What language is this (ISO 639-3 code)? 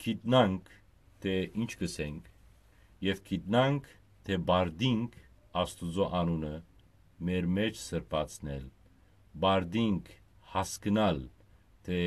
hyw